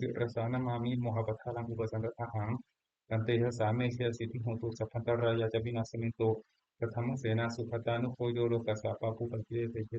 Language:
Pali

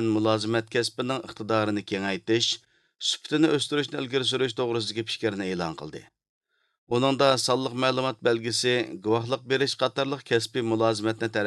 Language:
Uyghur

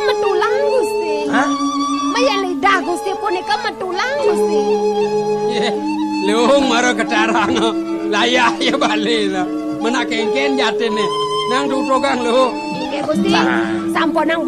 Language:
Balinese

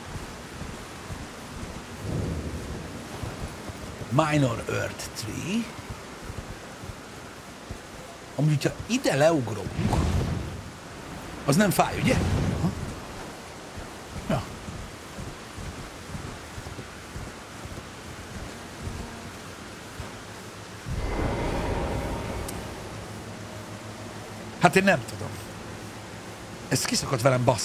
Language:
Hungarian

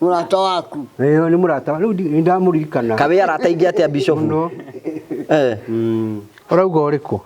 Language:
Kikuyu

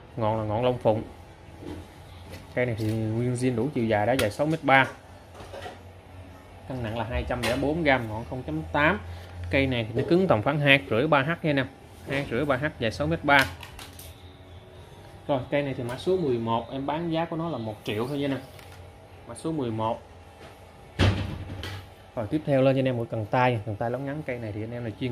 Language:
Vietnamese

